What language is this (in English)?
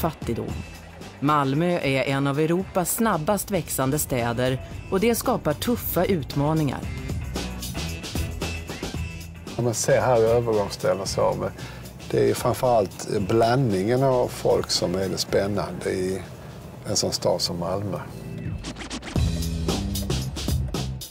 Swedish